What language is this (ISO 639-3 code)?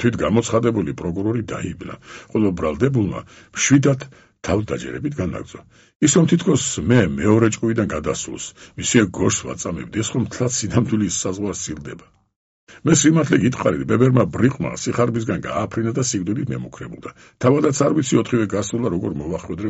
kat